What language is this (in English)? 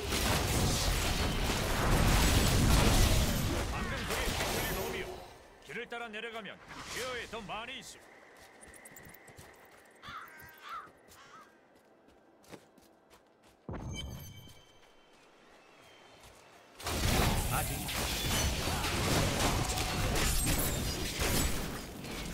Korean